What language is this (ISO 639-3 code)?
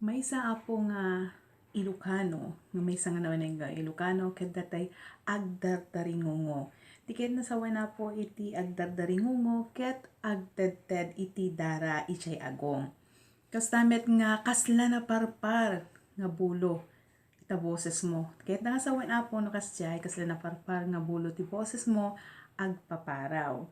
ilo